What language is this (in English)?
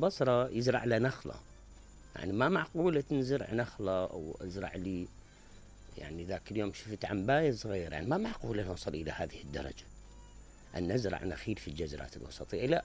Mesopotamian Arabic